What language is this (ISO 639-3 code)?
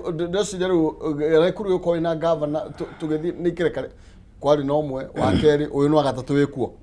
kik